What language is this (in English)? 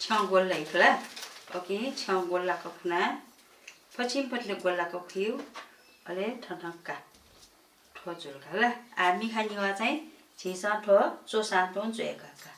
Newari